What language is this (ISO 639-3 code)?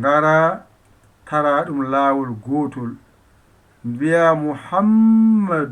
ful